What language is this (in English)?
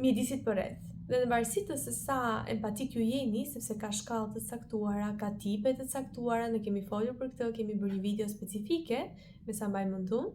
Albanian